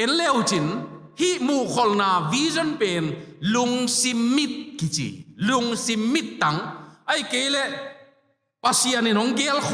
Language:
Tedim Chin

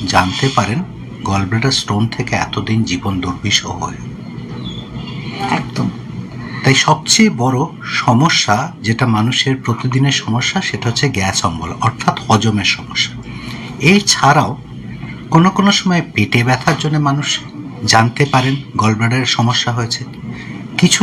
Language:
Bangla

